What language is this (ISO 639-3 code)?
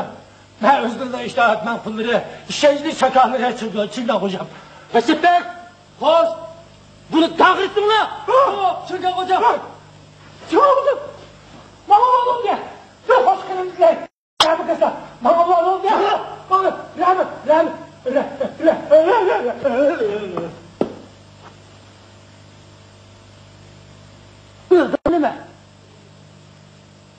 tur